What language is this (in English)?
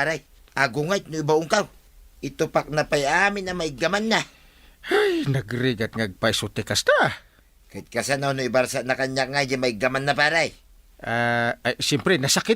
Iloko